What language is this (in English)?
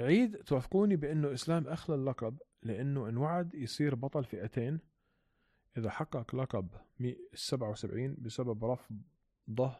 North Levantine Arabic